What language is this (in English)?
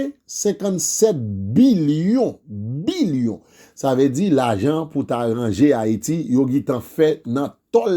Haitian Creole